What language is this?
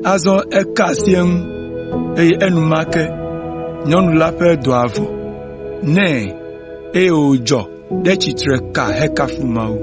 Ewe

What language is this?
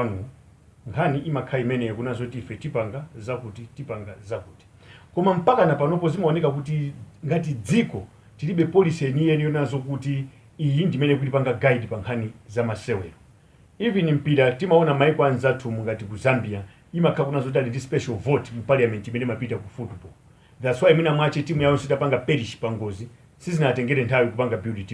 Nyanja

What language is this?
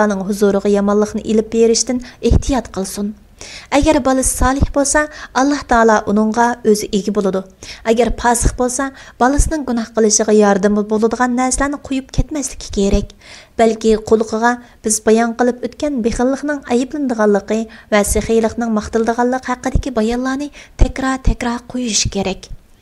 Uyghur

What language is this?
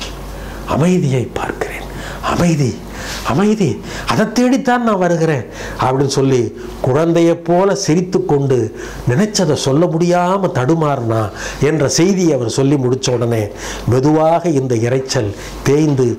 Tamil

